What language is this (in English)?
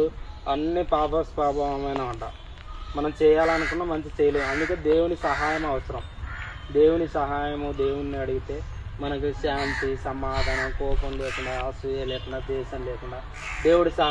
Telugu